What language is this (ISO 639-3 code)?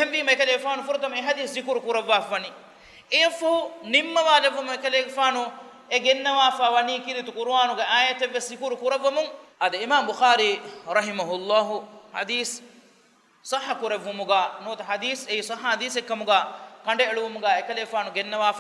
div